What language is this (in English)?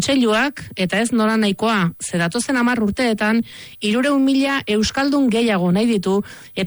Basque